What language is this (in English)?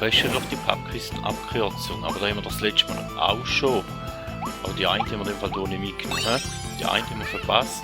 Swiss German